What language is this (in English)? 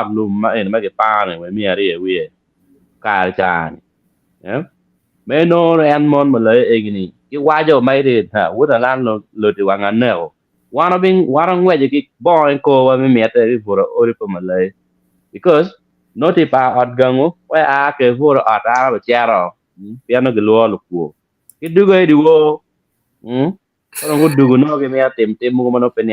Acoli